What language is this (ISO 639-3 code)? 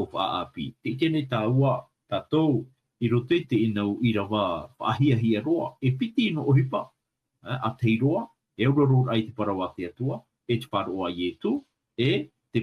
tah